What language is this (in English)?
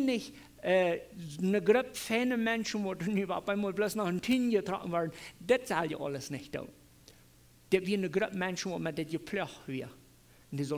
Plautdietsch